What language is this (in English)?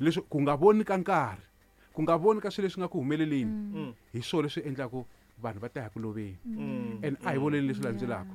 Tsonga